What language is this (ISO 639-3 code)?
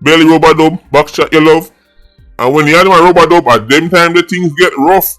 jam